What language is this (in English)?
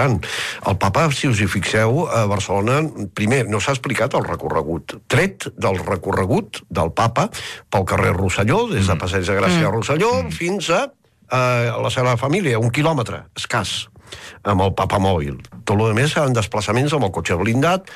Catalan